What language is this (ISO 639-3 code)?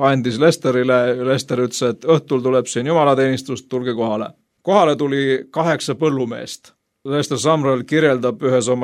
est